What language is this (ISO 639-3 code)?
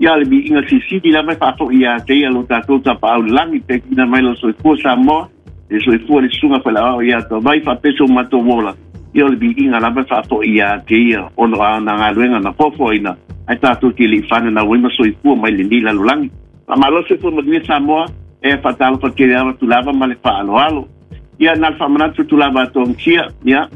smo